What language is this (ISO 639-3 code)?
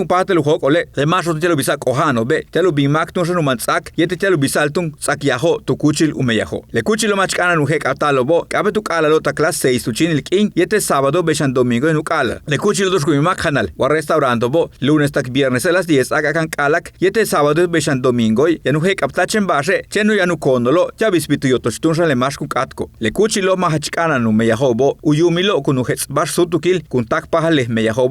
yua